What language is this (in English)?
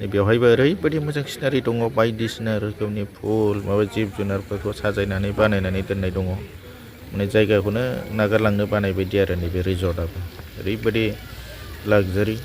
Bodo